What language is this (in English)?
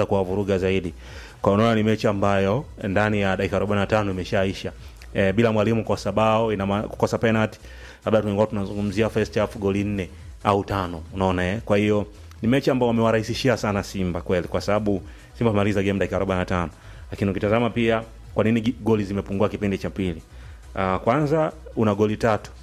Swahili